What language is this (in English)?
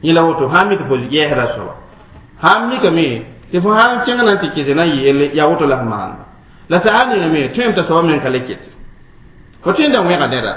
Mossi